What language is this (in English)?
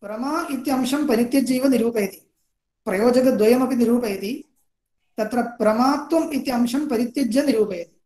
Sanskrit